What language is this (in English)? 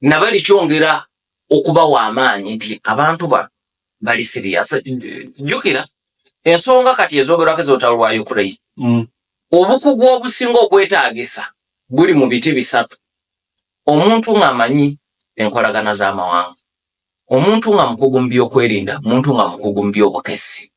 Ganda